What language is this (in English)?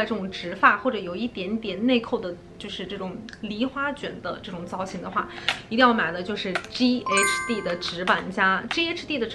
Chinese